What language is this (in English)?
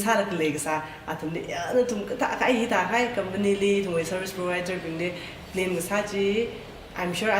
Tangkhul Naga (India)